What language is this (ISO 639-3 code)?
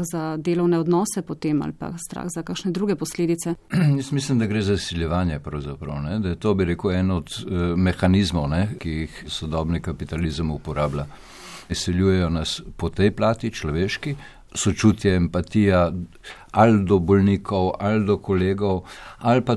slv